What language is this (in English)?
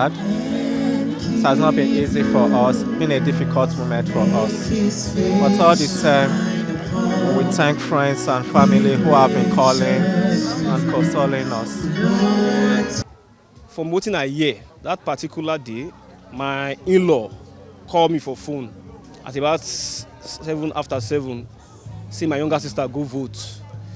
Nigerian Pidgin